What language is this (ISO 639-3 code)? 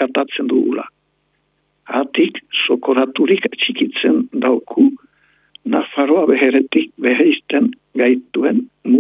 eus